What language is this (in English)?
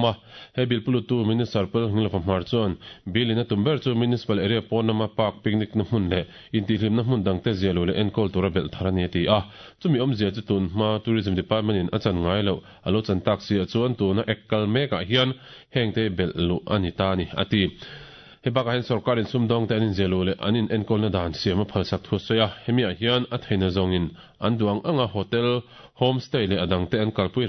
Mizo